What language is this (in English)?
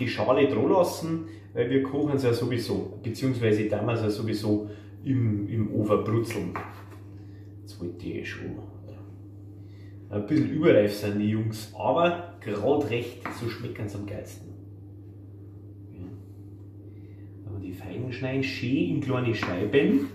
German